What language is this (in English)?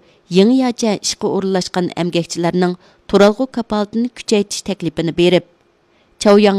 Uyghur